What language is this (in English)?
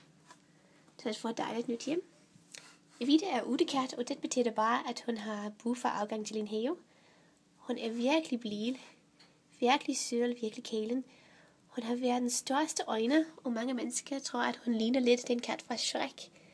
Danish